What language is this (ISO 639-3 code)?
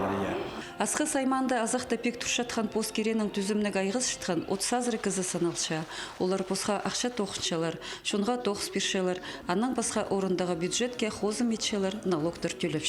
kjh